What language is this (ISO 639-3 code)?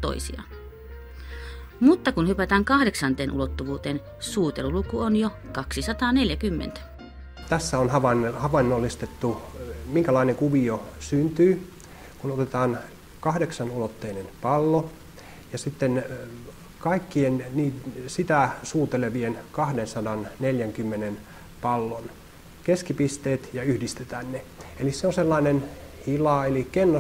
fin